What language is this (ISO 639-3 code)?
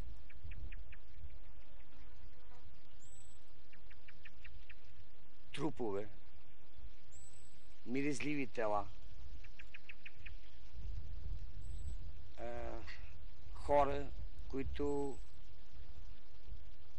bul